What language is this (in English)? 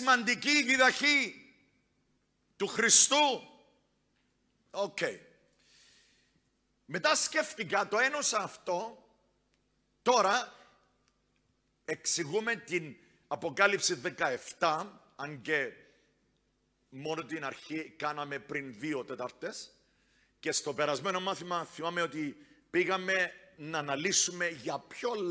Greek